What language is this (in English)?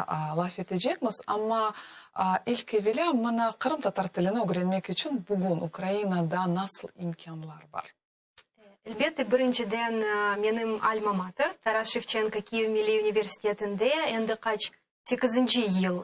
Crimean Tatar